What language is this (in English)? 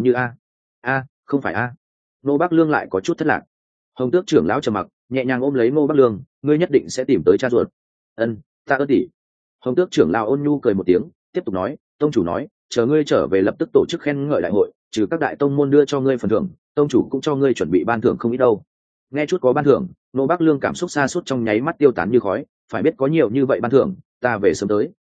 Vietnamese